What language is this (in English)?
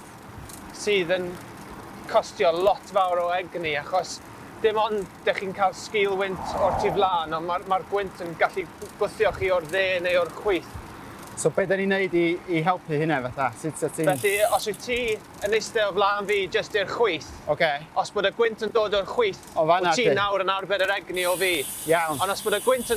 Welsh